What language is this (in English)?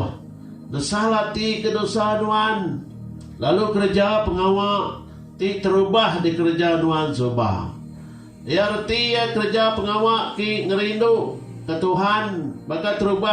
Iban